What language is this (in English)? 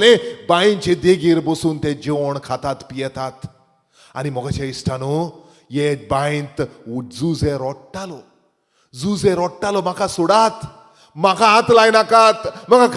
Konkani